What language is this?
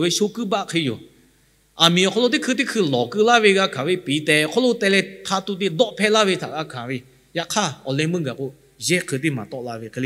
Lahu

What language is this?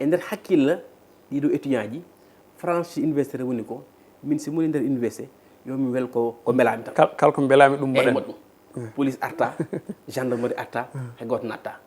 Fula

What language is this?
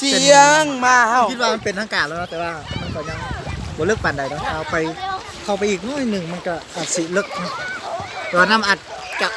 Lao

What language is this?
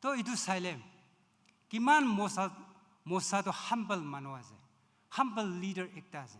Naga Pidgin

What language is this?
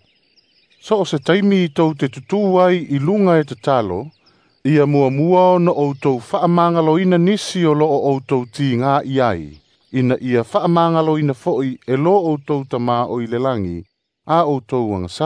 Samoan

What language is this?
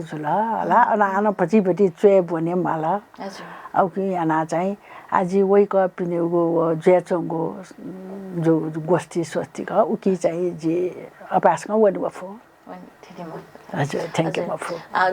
Newari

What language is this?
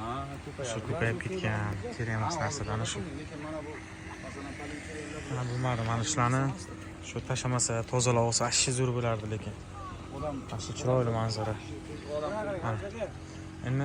Uzbek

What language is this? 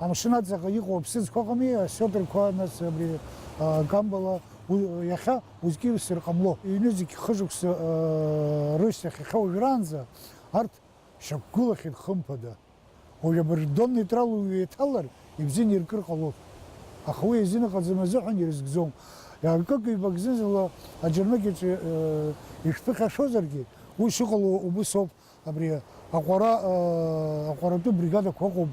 Abkhazian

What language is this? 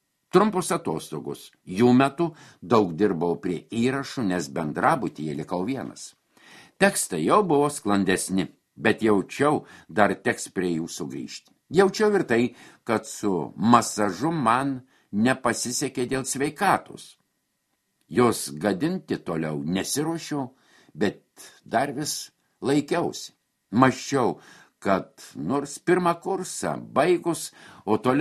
Lithuanian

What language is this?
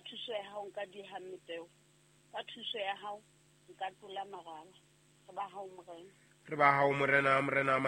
Southern Sotho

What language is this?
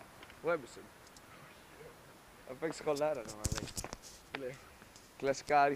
Greek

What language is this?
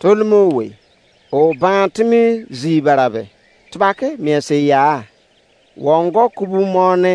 Izon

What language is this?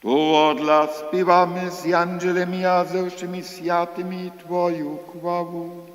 Upper Sorbian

